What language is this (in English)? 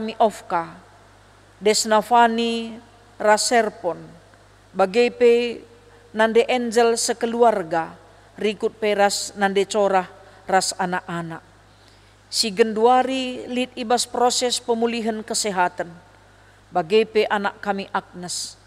Batak Karo